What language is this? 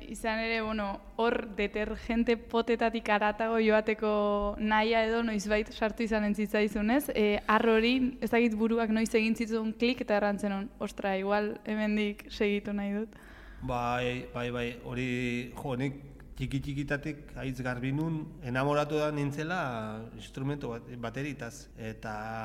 Basque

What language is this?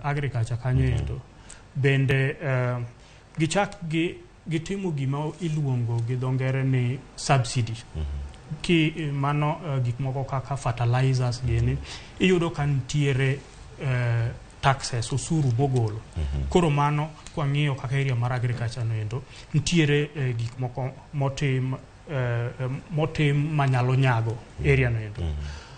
Luo (Kenya and Tanzania)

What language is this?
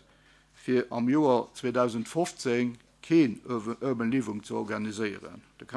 Luxembourgish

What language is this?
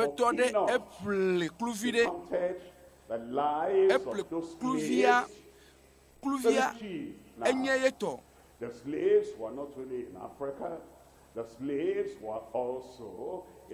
Ewe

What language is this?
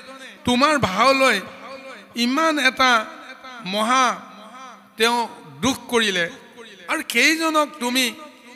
Assamese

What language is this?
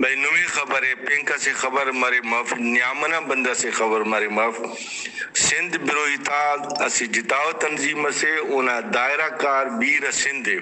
Brahui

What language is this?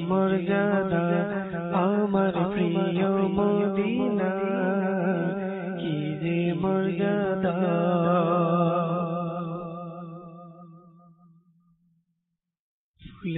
Bangla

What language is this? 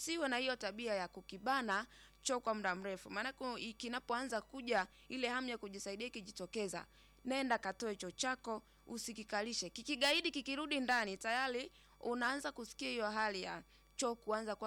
Swahili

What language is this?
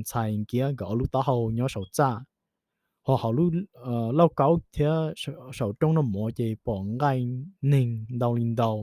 Hmong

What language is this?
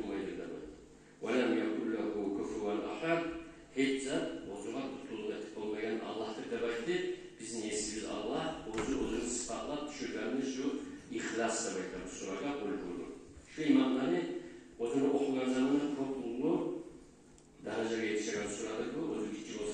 Kumyk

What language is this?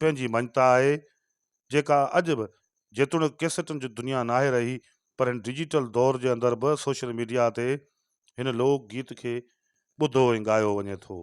Sindhi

